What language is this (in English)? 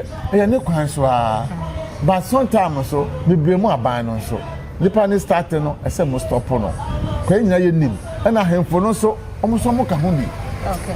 Akan